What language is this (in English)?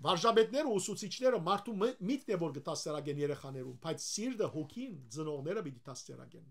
Western Armenian